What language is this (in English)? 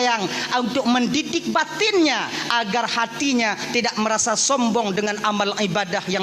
Achinese